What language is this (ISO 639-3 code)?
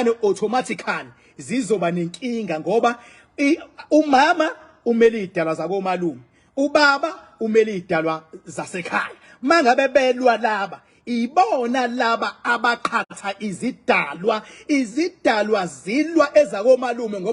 zul